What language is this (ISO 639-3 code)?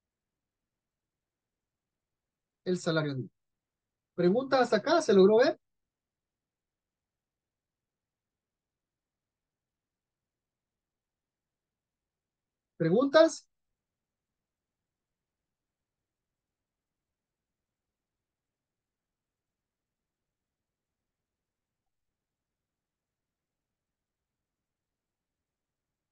spa